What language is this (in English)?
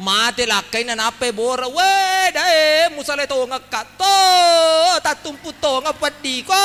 Buginese